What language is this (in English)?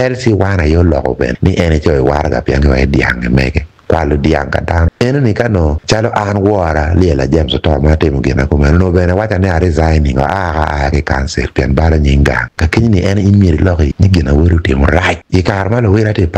Acoli